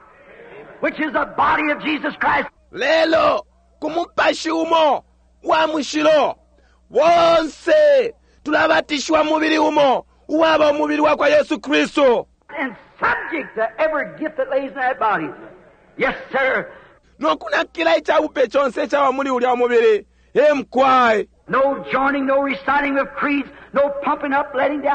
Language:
Bemba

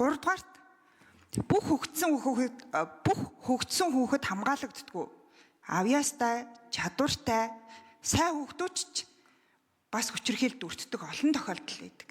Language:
Mongolian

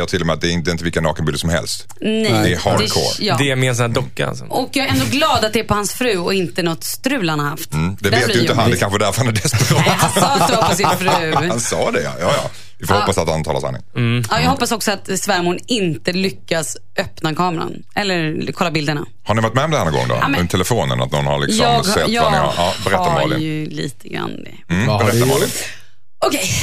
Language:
Swedish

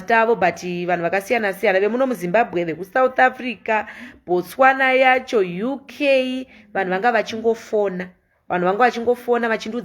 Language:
Shona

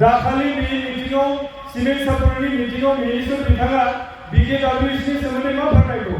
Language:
Bodo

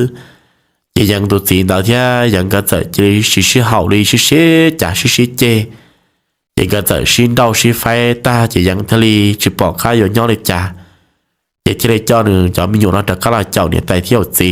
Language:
Hmong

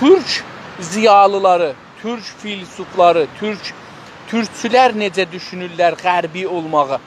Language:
South Azerbaijani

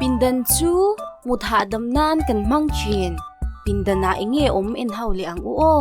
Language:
Mizo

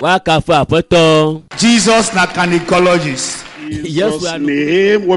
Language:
Ewe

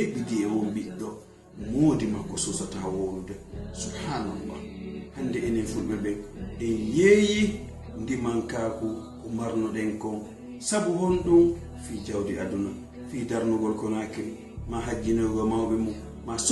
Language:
Fula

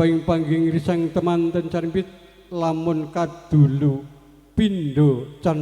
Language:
Javanese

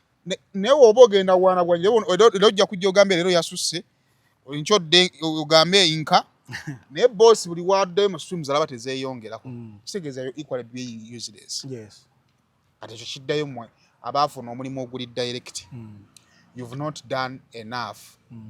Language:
Ganda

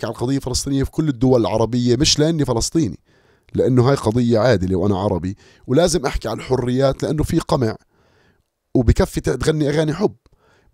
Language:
North Levantine Arabic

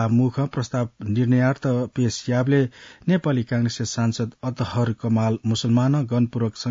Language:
Newari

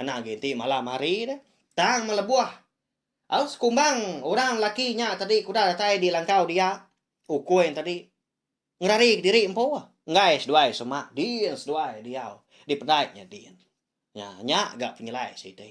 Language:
Iban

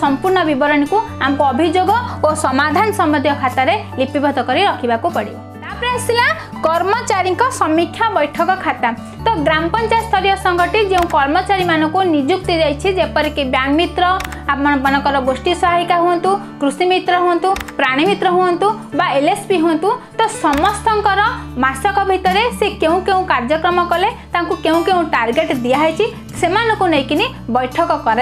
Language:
Odia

